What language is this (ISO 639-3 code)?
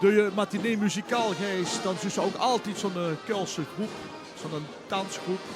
lim